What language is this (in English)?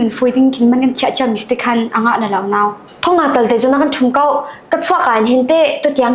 Hakha Chin